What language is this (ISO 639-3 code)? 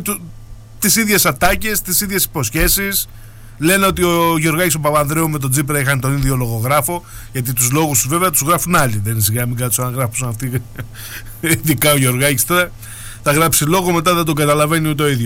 ell